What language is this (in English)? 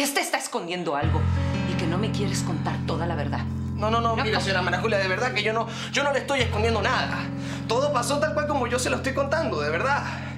Spanish